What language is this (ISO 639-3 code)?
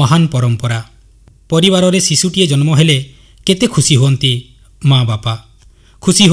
ori